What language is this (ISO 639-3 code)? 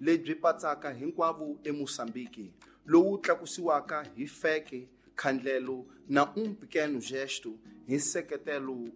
tso